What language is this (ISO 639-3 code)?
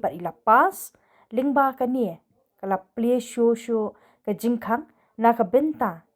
kha